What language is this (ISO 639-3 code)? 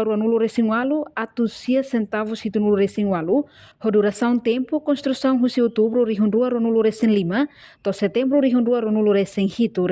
tet